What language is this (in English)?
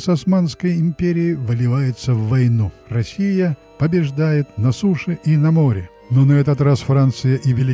Russian